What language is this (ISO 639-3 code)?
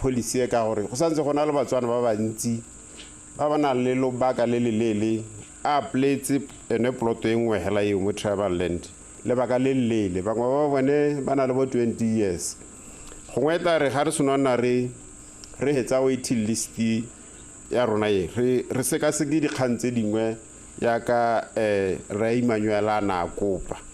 tsn